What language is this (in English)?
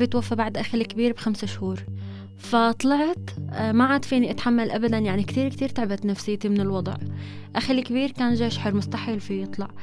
North Levantine Arabic